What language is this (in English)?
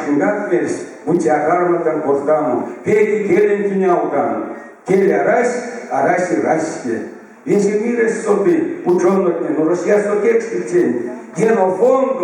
Erzya